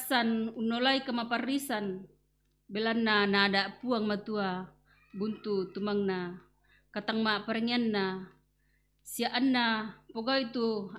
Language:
Toraja-Sa'dan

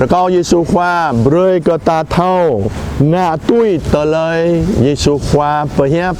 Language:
Jarai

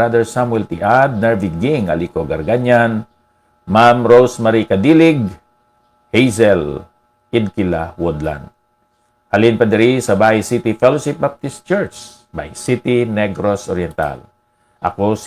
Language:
Hiligaynon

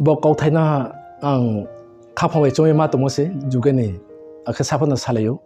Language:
Riang (India)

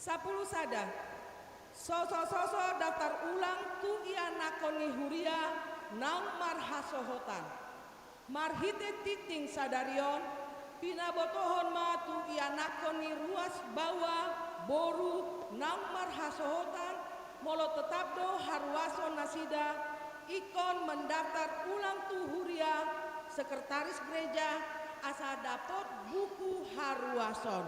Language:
Batak Toba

